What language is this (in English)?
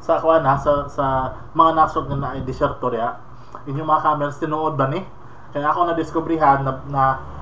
Cebuano